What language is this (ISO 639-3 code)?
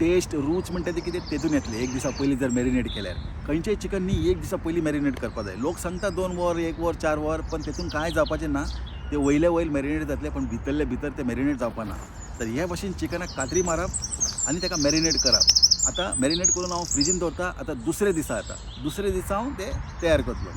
kok